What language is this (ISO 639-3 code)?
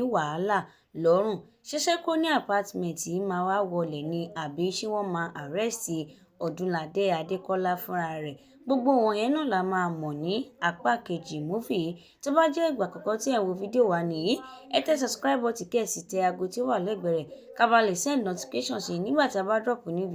yor